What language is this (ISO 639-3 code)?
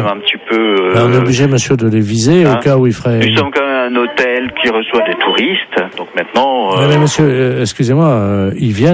fra